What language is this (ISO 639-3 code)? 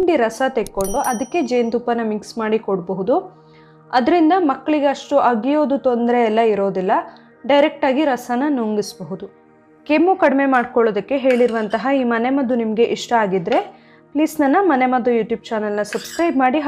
kan